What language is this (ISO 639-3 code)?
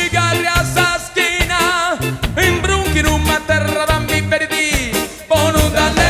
srd